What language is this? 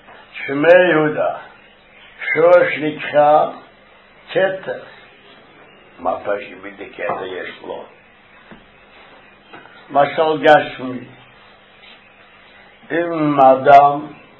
Hebrew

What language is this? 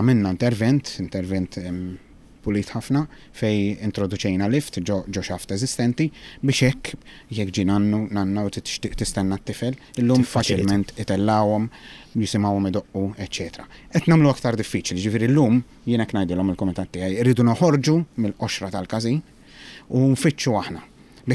Maltese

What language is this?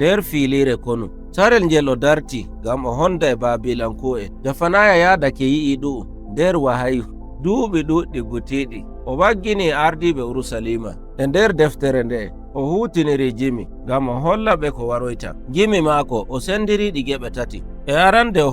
Nigerian Fulfulde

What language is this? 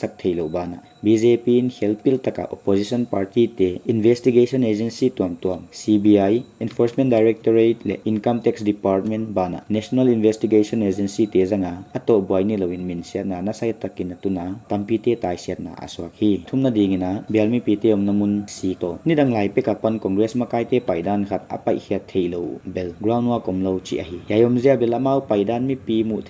Paite Chin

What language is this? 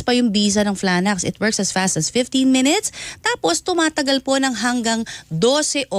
Filipino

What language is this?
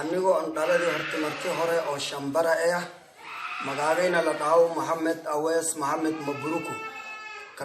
Somali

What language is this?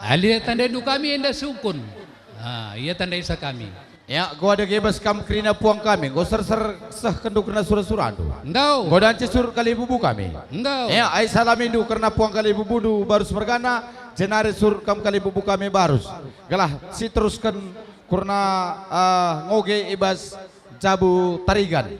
Batak Karo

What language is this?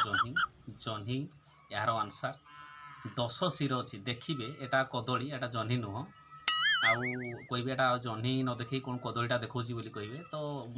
Odia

